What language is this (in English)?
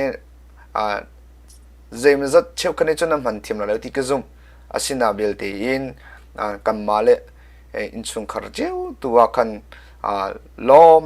Hakha Chin